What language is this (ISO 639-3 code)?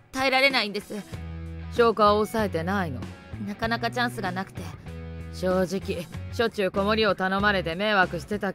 jpn